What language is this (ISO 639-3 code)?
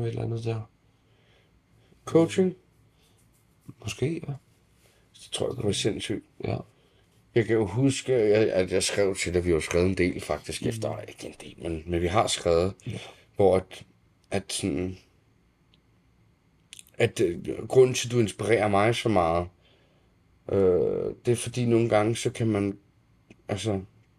dan